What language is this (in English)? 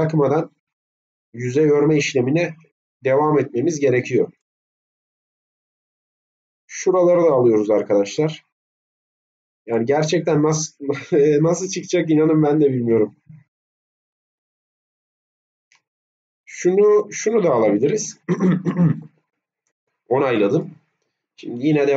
Turkish